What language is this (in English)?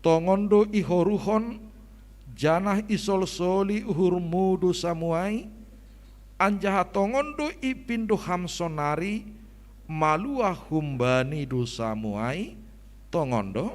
Batak Simalungun